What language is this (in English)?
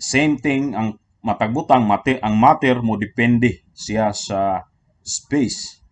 Cebuano